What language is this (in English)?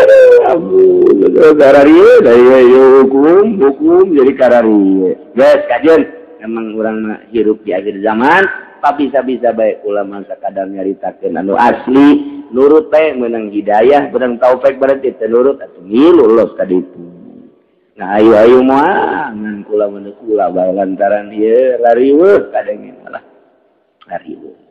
Sundanese